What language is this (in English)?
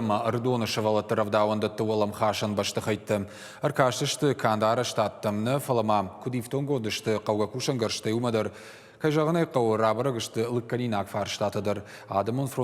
Ossetic